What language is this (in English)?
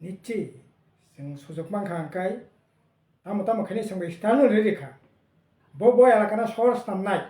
Kok Borok